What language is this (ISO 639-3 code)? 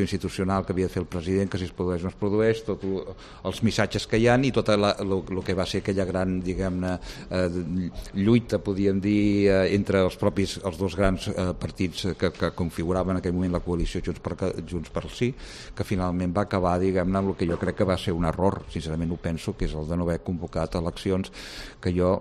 cat